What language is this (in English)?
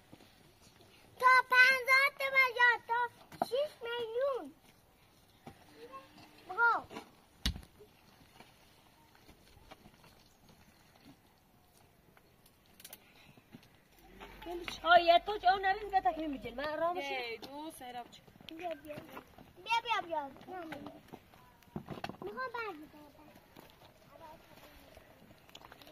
Persian